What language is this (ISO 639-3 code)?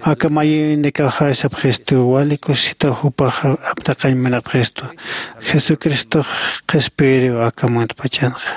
aym